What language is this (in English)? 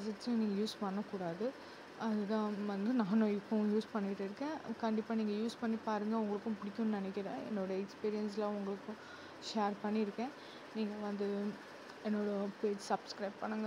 Tamil